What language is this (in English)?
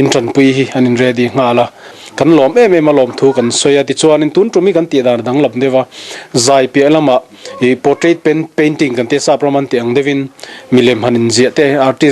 Mizo